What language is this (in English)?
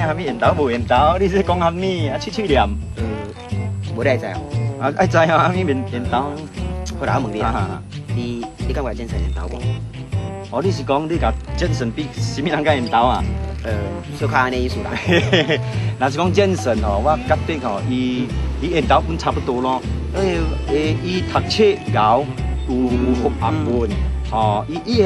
Min Nan Chinese